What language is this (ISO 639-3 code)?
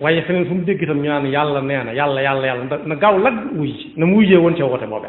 wol